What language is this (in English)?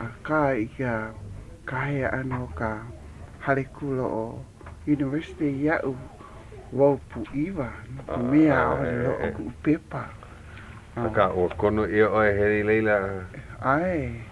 Hawaiian